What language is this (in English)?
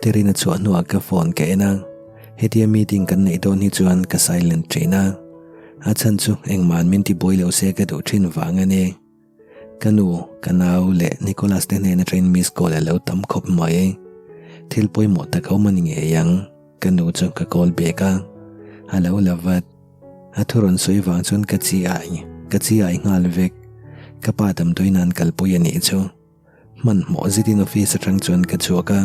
Mizo